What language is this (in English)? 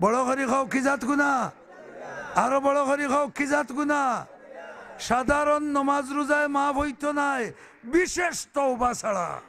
Sylheti